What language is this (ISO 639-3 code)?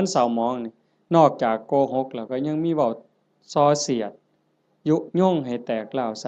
lao